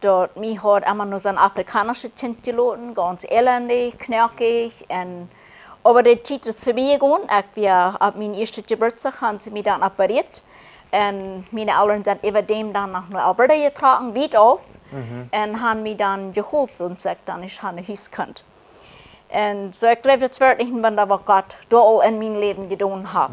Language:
Plautdietsch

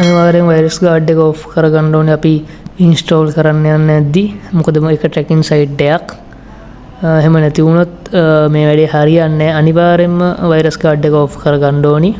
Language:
Sinhala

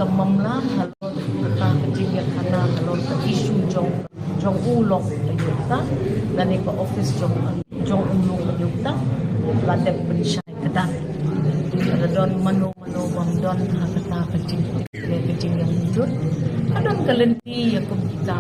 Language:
Khasi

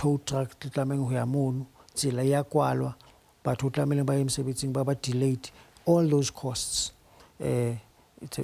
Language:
Southern Sotho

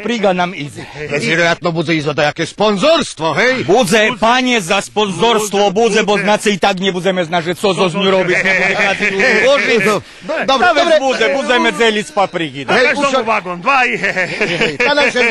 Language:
Rusyn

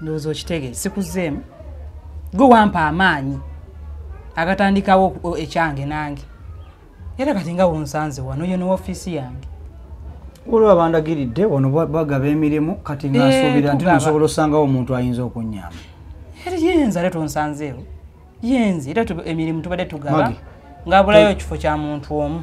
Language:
Ganda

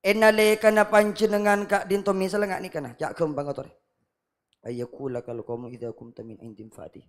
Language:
Madurese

